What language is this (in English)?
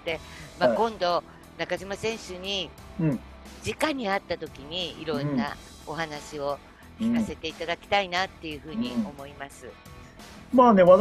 Japanese